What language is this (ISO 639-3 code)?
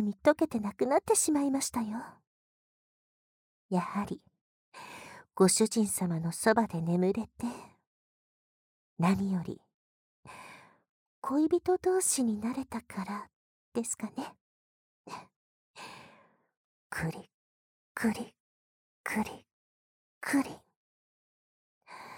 jpn